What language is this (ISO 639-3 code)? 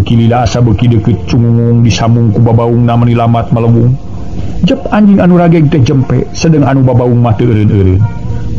sun